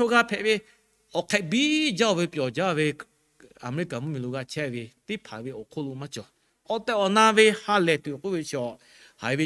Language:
Lahu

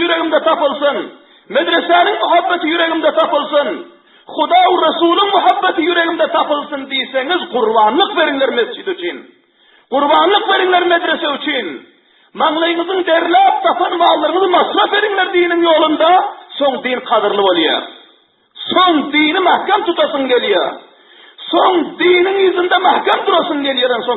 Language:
Turkmen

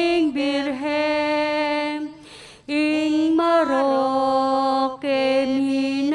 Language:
Pampanga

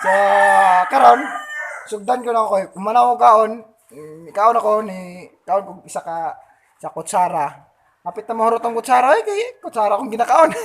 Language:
Cebuano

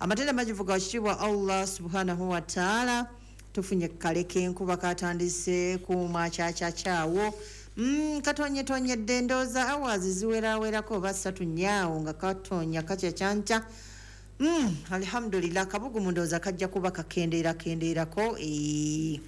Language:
Ganda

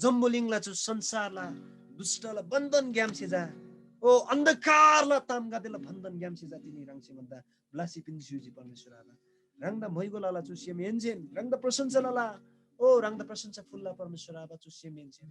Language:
Eastern Tamang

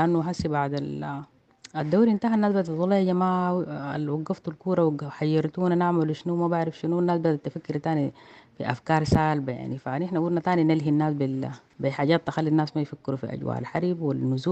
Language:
Sudanese Arabic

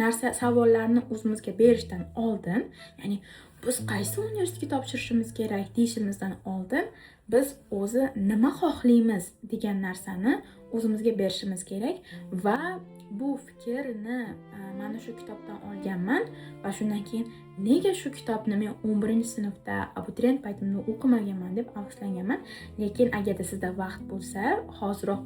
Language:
Uzbek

